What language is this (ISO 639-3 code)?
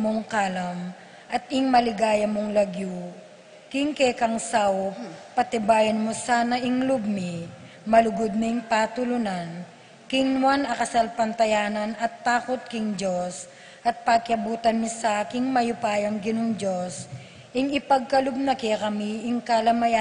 pam